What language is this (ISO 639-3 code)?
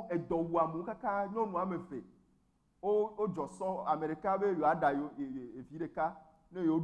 ewe